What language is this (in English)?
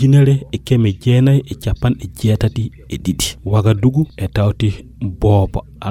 Fula